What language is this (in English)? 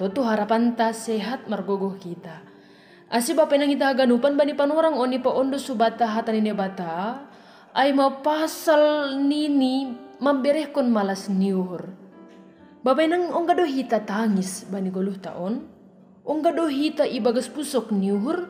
Batak Simalungun